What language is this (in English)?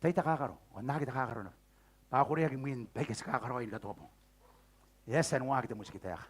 Gilbertese